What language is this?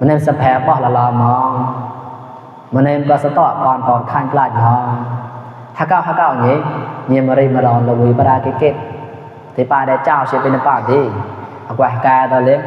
Mon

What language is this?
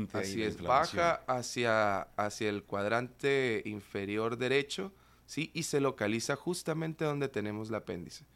Spanish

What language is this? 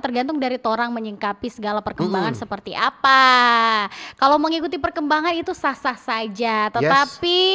Manado Malay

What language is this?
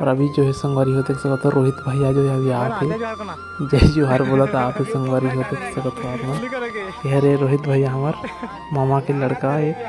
Chhattisgarhi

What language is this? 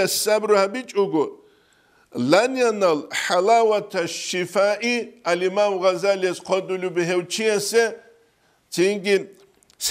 Avaric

